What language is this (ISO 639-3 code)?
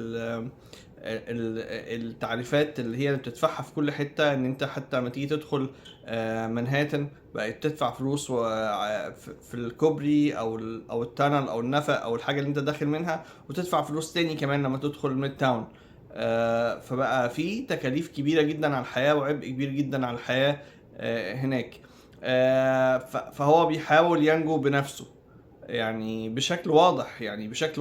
arz